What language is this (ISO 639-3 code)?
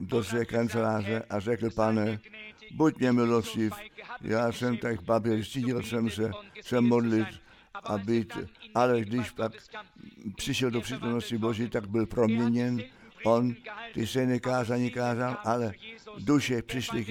ces